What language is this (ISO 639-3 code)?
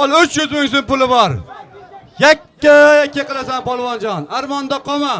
uzb